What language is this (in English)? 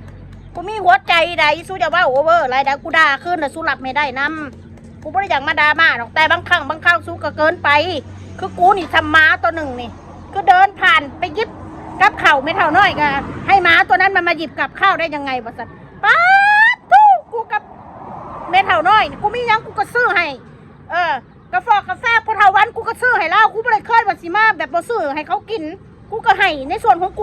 Northeastern Thai